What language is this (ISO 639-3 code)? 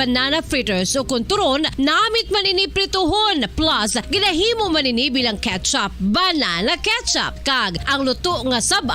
hil